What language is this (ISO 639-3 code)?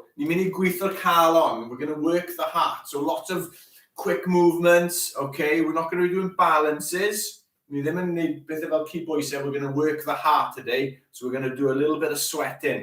cym